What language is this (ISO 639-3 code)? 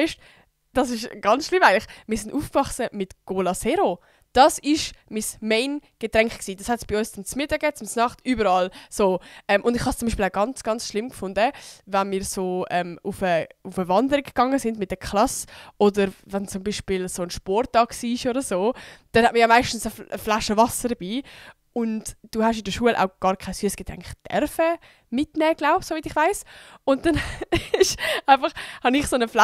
gsw